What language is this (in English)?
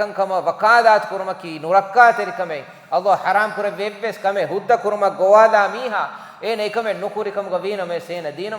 Divehi